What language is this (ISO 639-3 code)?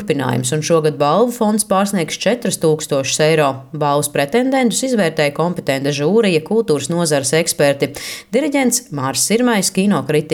lav